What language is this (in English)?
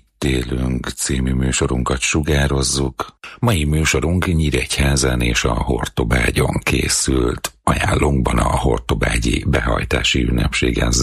Hungarian